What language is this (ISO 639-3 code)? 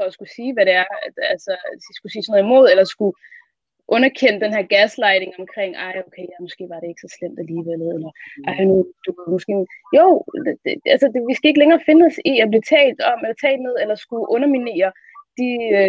dan